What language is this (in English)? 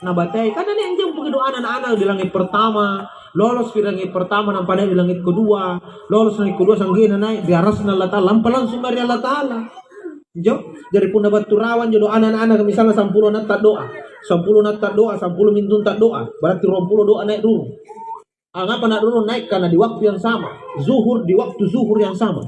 Makasar